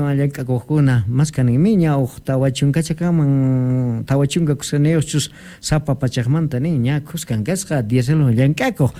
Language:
South Bolivian Quechua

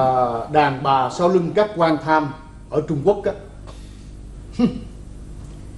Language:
Vietnamese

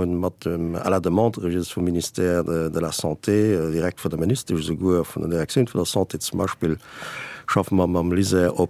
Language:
Luxembourgish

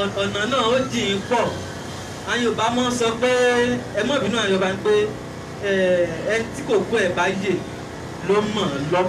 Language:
Yoruba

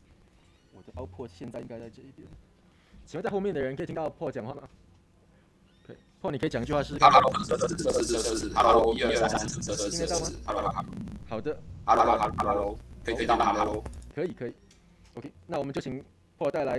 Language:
Chinese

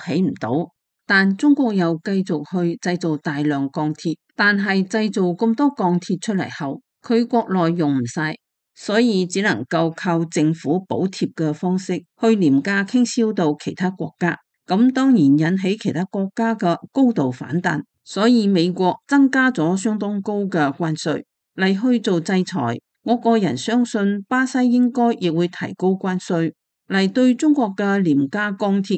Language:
Cantonese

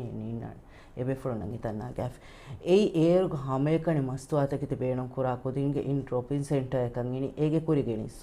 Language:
Divehi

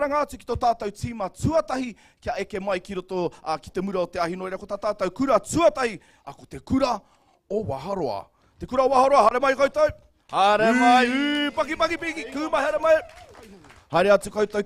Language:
Māori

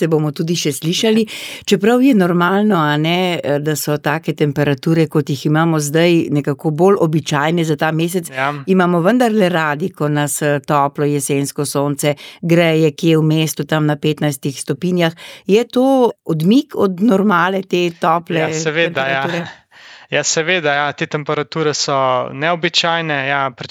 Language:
Slovenian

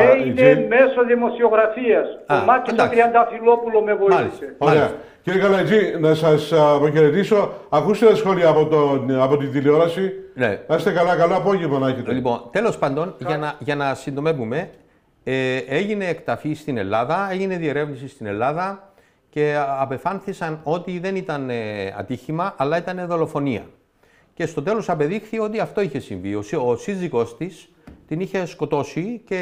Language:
Greek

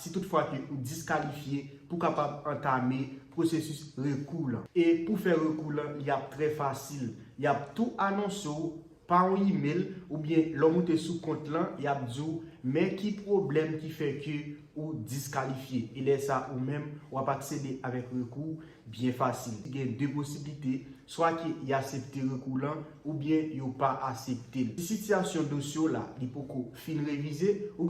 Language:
Haitian Creole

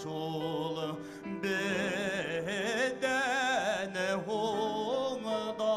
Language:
Bashkir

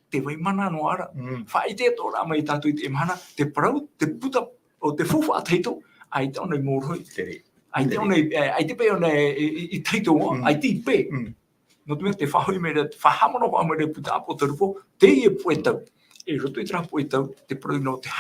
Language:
Tahitian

